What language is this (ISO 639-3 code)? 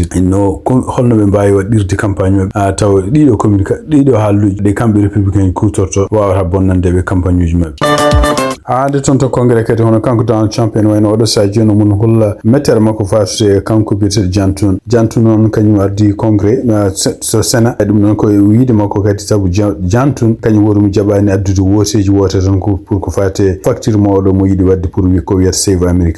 ful